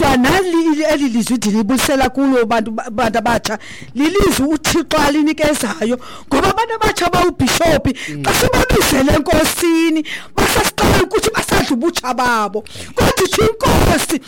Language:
Xhosa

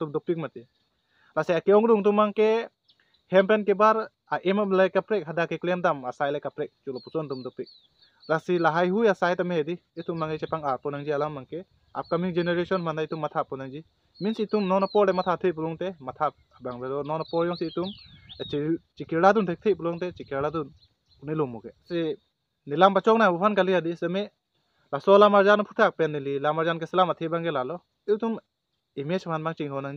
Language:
Karbi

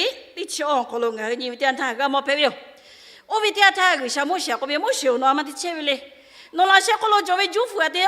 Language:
Lahu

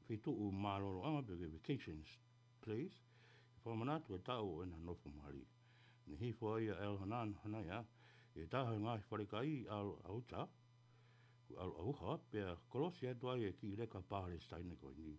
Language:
Tongan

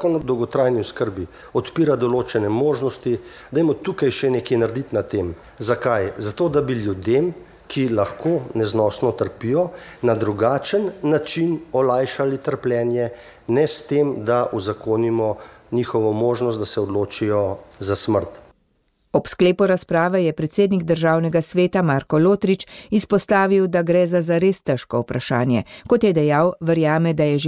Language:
Slovenian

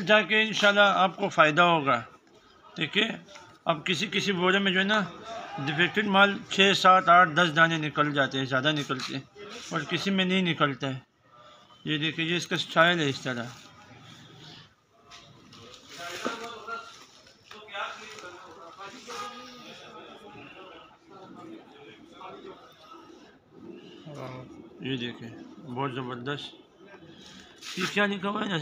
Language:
Hindi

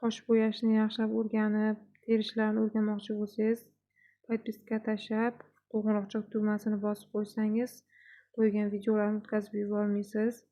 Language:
Uzbek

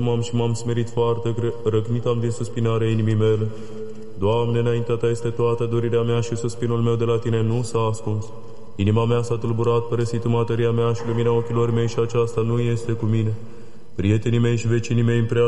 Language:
Romanian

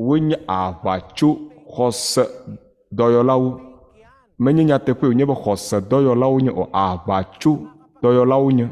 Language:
Ewe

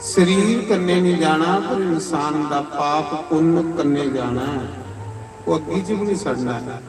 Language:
Dogri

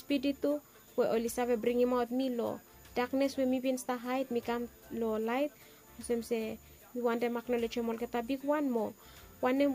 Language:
Bislama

